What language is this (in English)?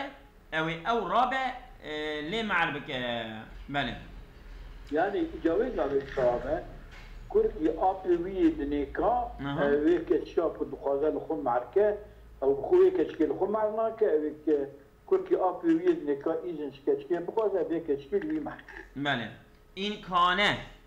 Kurdish